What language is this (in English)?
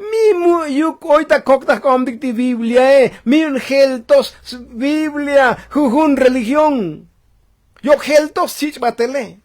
Tzotzil